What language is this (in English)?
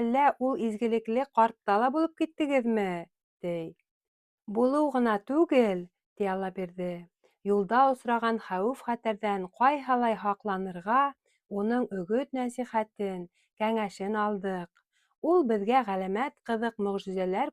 Bashkir